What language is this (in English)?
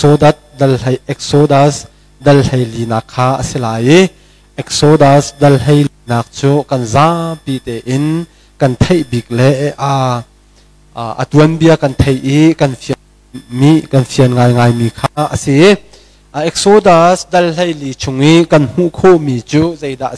Hakha Chin